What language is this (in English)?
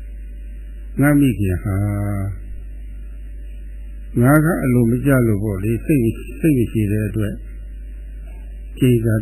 Burmese